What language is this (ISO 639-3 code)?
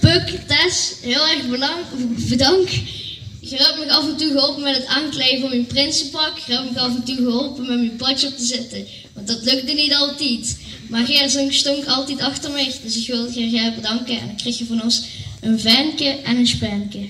lim